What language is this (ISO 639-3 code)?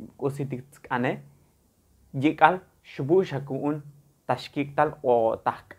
tzo